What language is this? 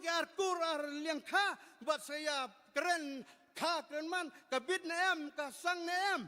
Khasi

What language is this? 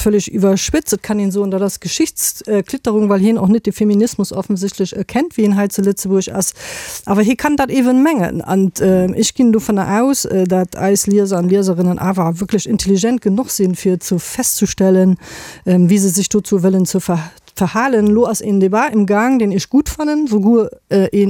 Luxembourgish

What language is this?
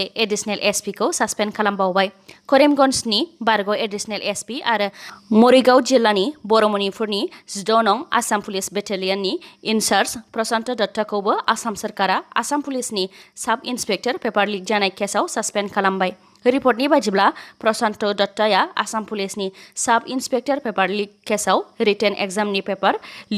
Bodo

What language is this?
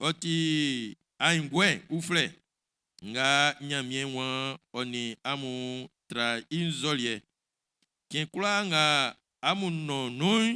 Baoulé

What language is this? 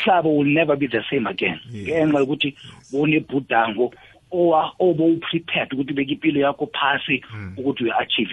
South Ndebele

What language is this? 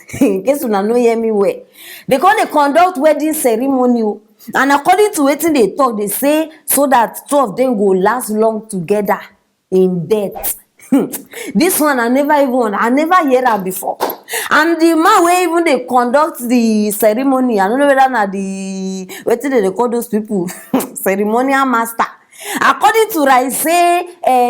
Nigerian Pidgin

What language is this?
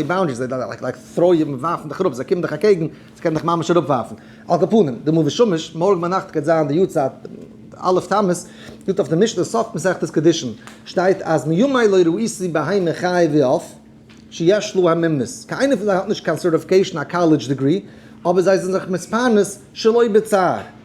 Yiddish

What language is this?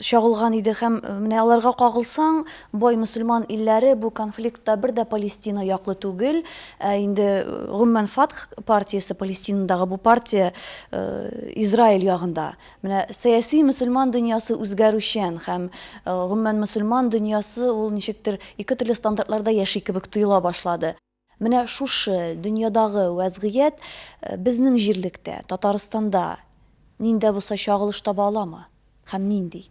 Tatar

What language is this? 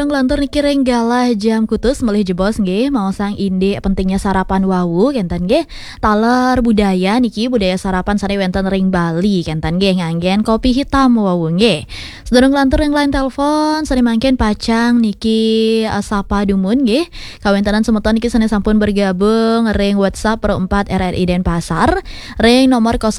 Balinese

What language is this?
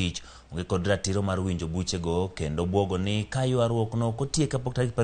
Luo (Kenya and Tanzania)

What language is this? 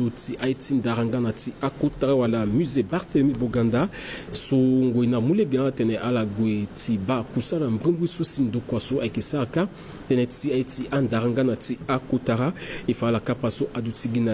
Sango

